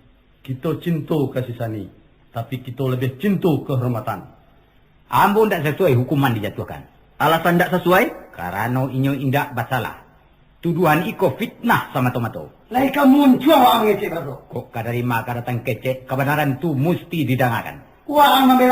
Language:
Minangkabau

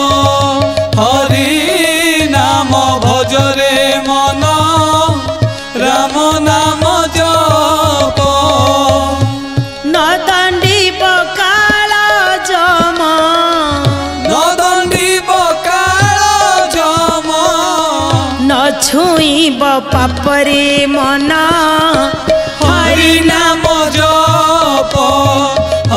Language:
Odia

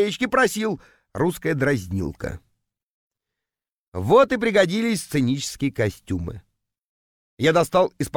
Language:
Russian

